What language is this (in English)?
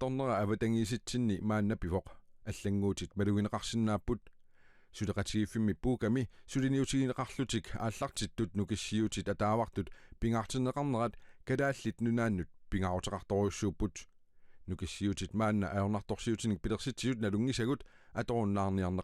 Kalaallisut